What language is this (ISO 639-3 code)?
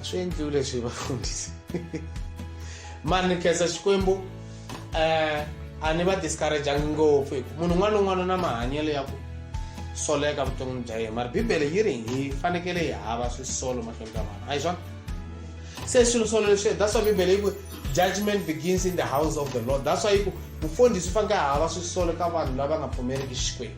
tso